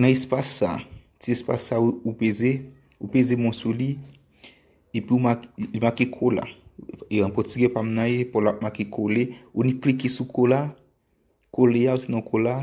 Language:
Haitian Creole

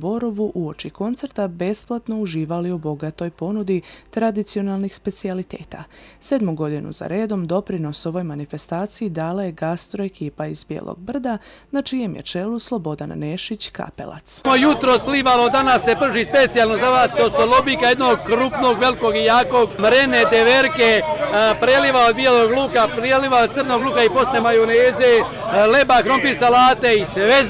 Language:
Serbian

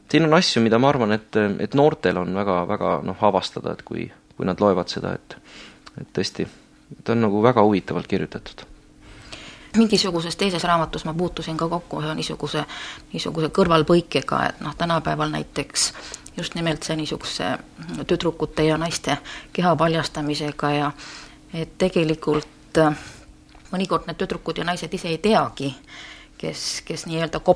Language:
Estonian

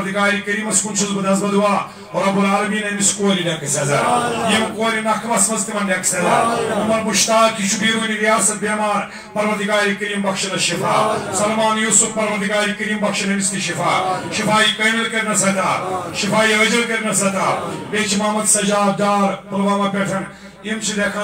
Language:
Kashmiri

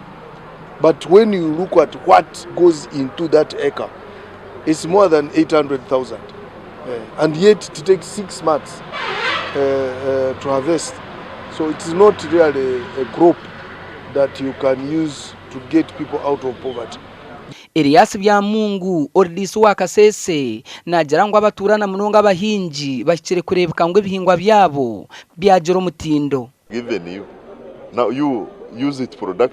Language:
Nyankole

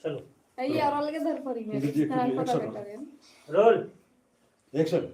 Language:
Maithili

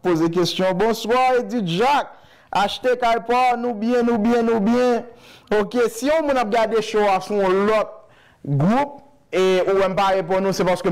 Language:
Haitian Creole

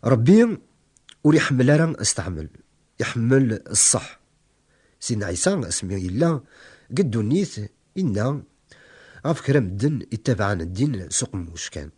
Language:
Kabyle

